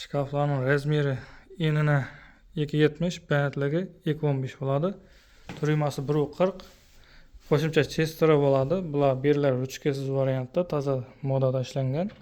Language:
Uzbek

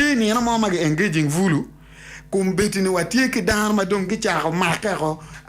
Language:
Acoli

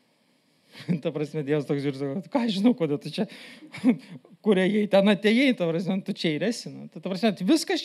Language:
Lithuanian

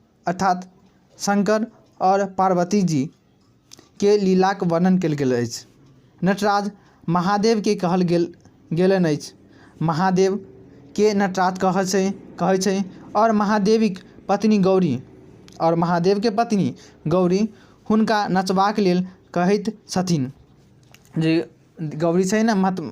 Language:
Maithili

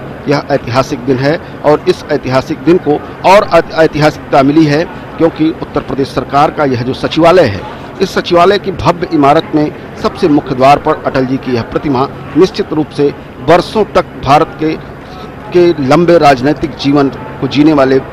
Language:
Hindi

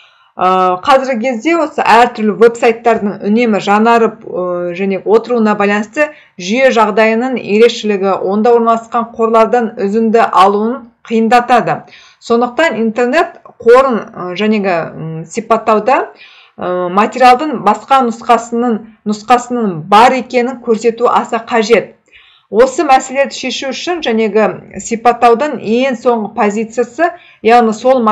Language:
Kazakh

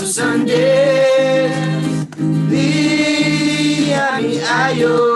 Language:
Eastern Tamang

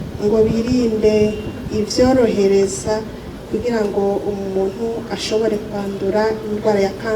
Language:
Rundi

